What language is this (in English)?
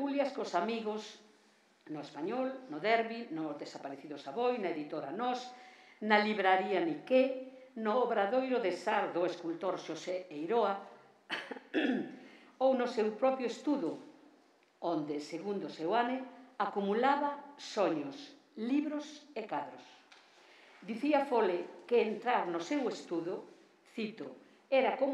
Galician